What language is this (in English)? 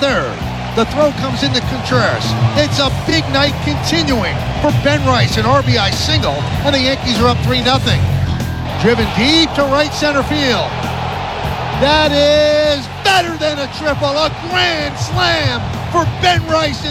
English